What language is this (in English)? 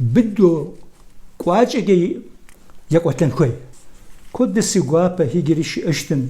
Kabardian